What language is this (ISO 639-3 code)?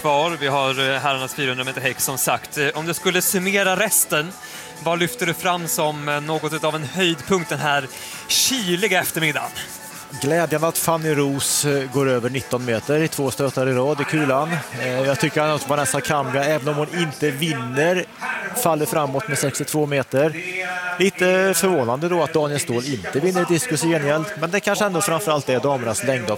swe